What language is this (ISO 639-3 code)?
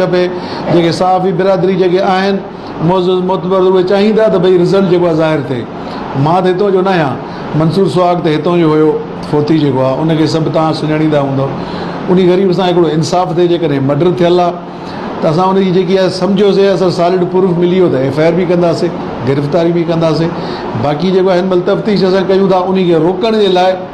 snd